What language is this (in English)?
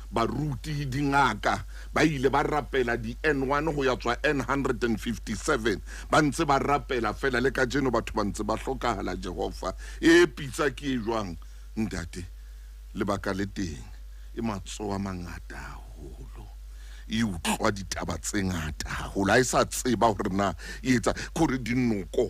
Southern Sotho